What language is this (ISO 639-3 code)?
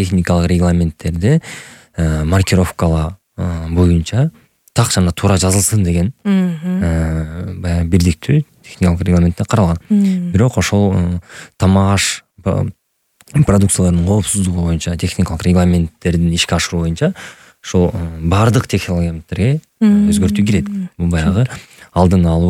kir